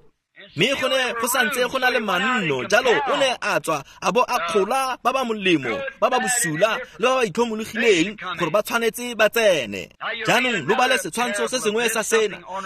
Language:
Tswana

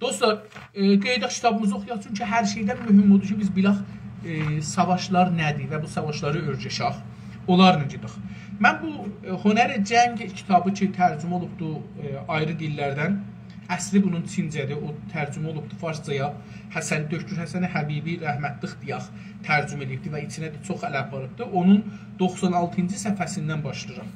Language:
South Azerbaijani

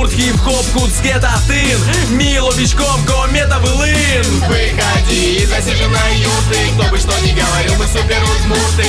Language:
Udmurt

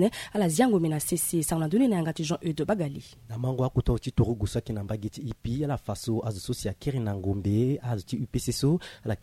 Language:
Sango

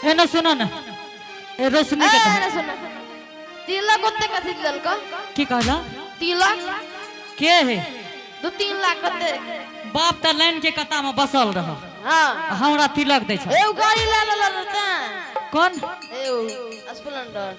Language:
Angika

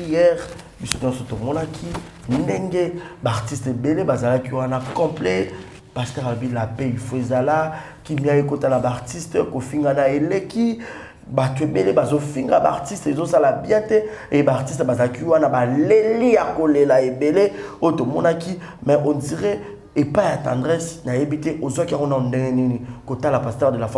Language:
Lingala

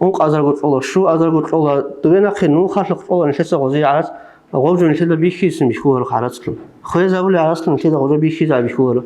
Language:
Avaric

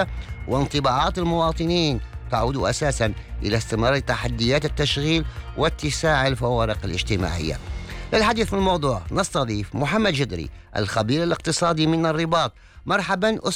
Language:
Arabic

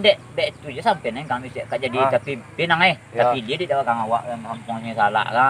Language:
Minangkabau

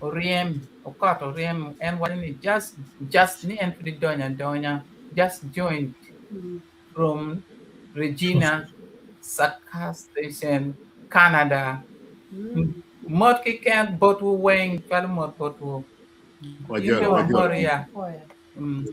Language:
Acoli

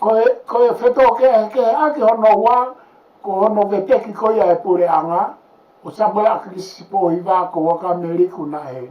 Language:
Tongan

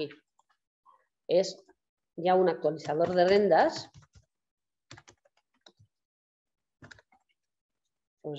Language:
Catalan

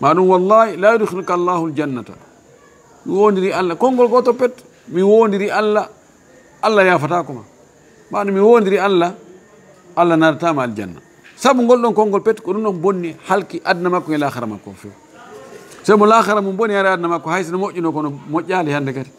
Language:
Fula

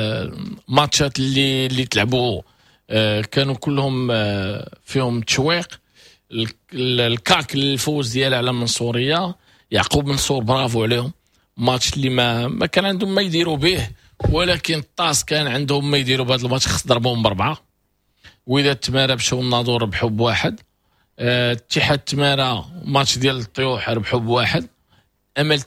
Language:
Moroccan Arabic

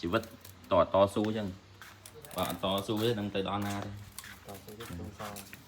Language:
Khmer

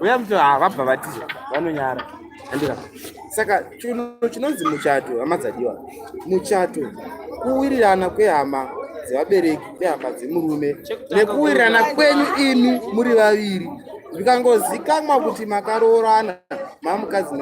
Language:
Shona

